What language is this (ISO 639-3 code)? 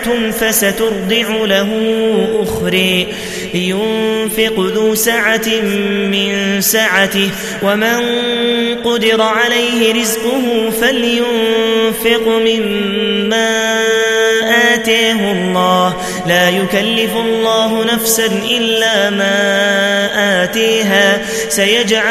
ara